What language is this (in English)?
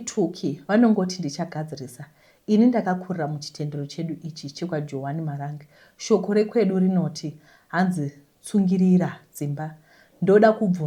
Shona